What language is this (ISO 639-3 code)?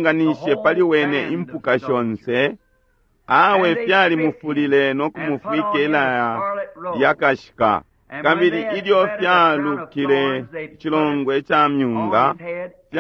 bem